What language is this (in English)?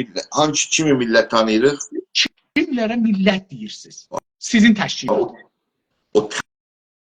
South Azerbaijani